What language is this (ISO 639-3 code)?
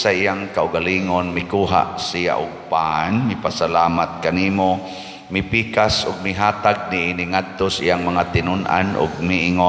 ceb